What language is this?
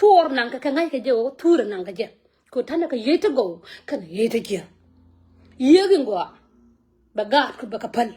Nuer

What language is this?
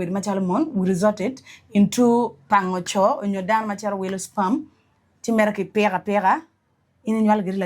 Acoli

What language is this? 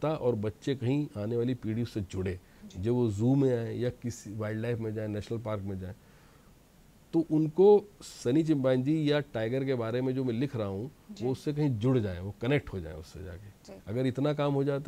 Hindi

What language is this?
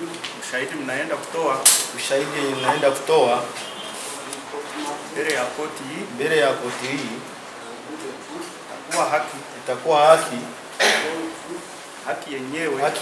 Swahili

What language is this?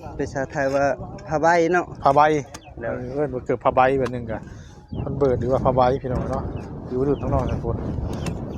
Northeastern Thai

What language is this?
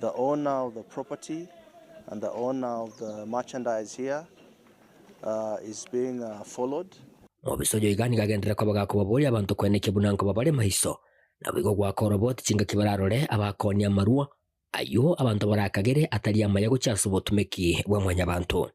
Gusii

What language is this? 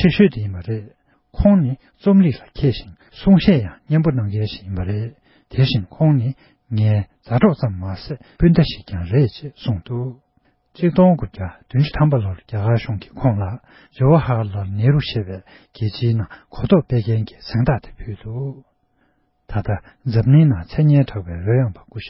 Tibetan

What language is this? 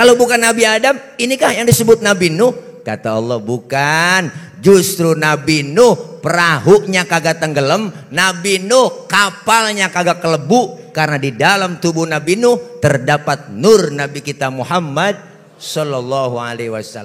Betawi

